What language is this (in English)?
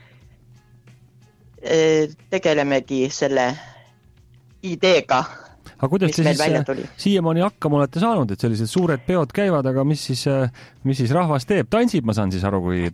Estonian